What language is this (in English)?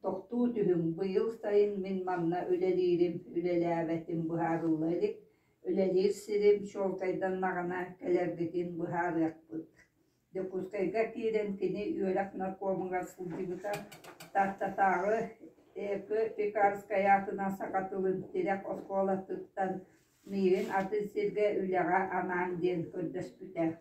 Yakut